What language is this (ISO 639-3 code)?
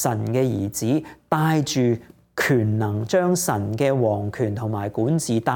yue